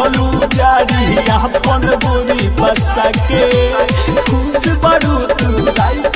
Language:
Bhojpuri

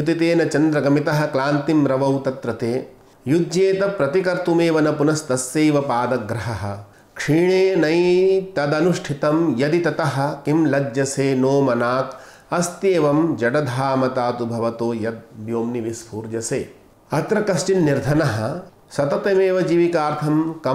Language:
Sanskrit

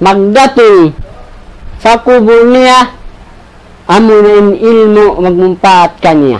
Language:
Tausug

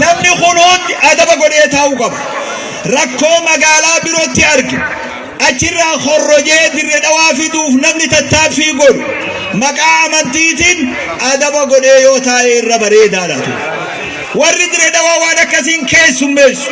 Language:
Oromo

